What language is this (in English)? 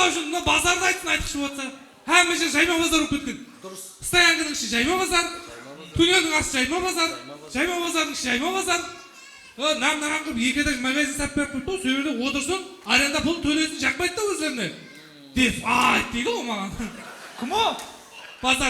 Kara-Kalpak